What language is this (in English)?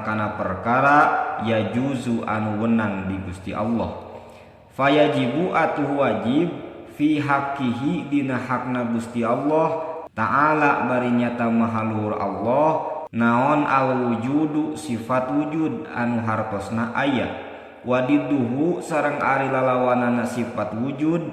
Sundanese